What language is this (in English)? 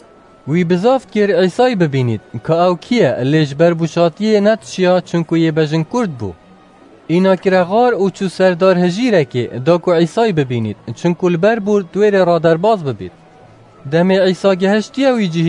Kurdish